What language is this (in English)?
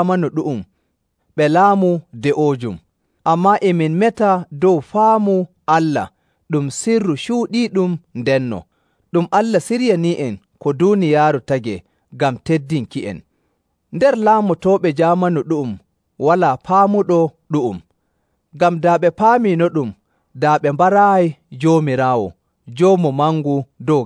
Nigerian Fulfulde